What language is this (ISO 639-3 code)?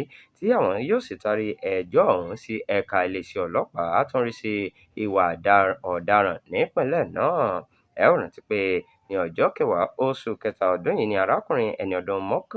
yor